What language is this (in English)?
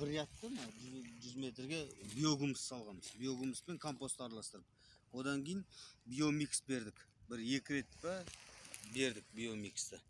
Kazakh